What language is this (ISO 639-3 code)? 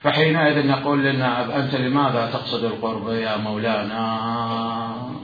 acm